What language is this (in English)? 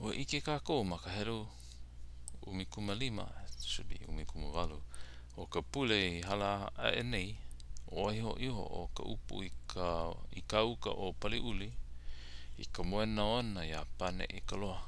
Hawaiian